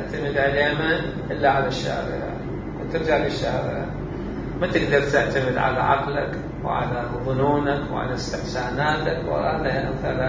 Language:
Mesopotamian Arabic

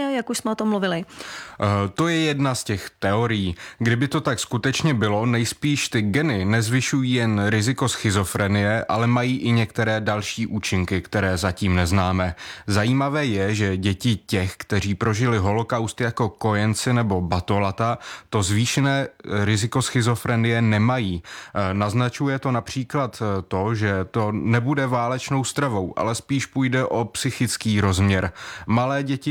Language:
Czech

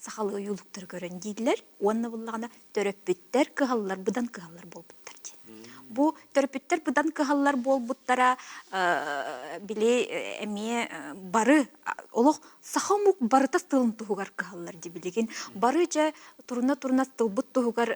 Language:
Yakut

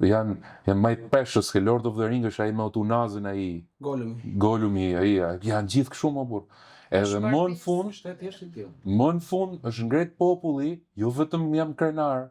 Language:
Albanian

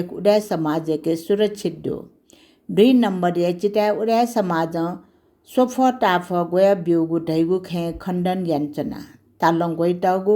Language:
Newari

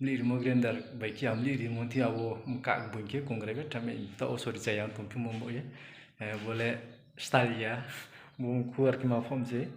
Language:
Riang (India)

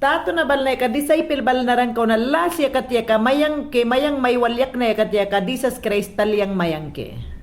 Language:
Mayangna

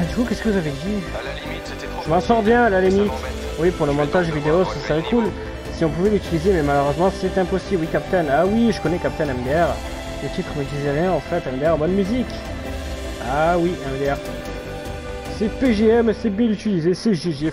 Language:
French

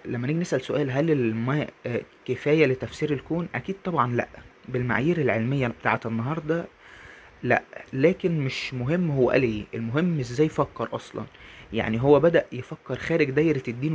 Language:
Egyptian Arabic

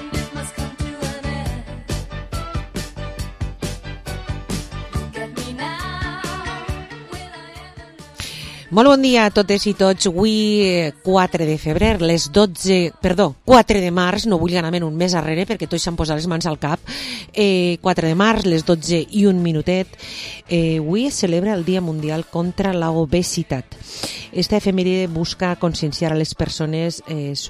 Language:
Catalan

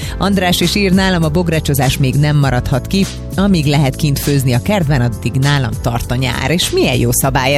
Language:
Hungarian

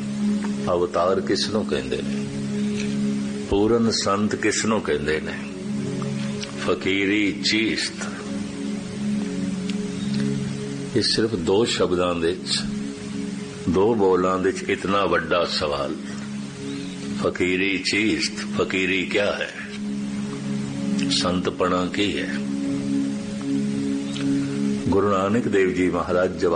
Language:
Punjabi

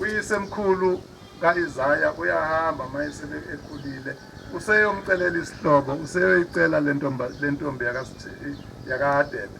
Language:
Zulu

